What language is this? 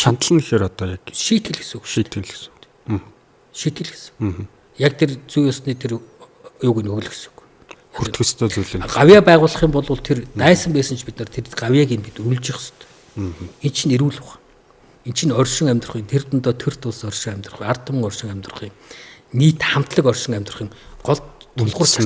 Mongolian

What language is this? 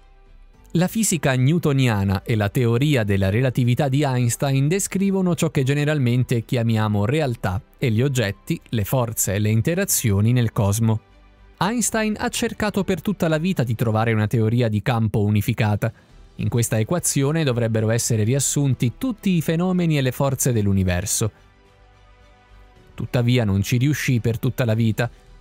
Italian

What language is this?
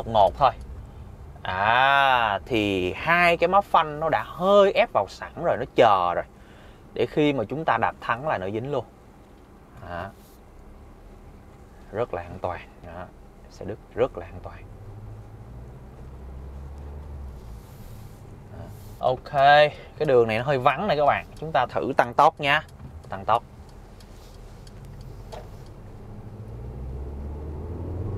Vietnamese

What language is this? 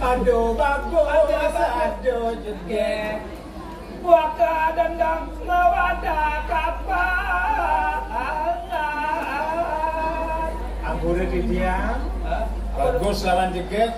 Balinese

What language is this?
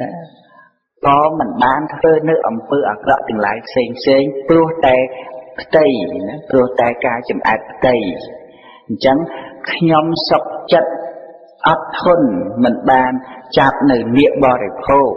Khmer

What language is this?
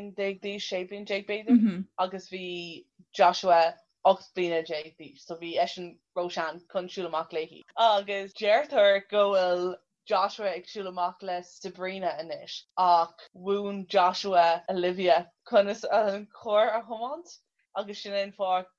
Irish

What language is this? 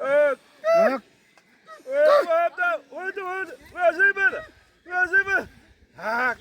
Xavánte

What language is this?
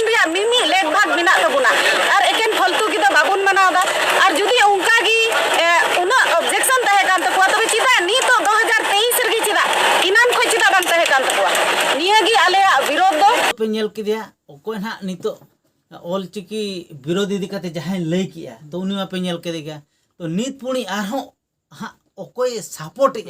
Santali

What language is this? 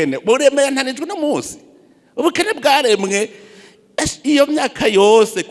Rundi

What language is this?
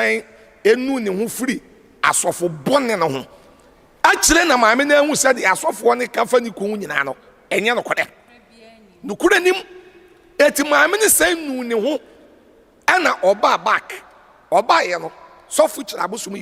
Akan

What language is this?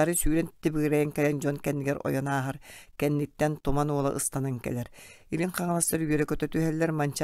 Yakut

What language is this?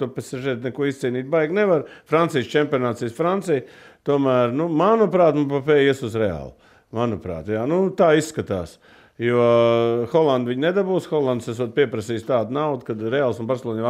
Latvian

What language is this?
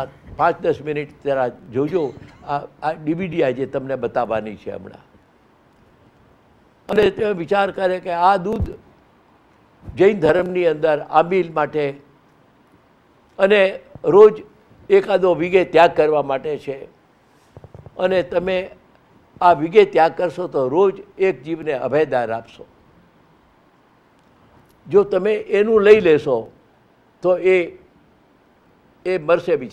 Gujarati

